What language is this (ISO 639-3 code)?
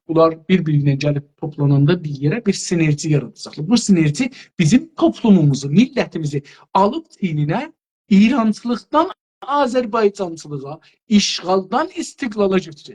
azb